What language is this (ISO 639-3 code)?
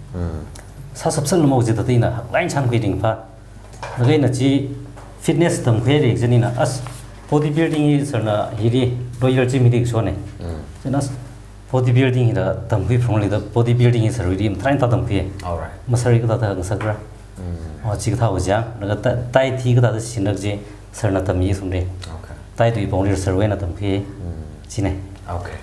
nmf